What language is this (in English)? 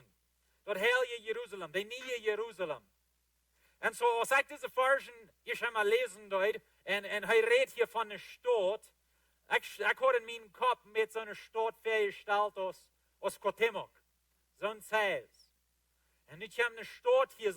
Plautdietsch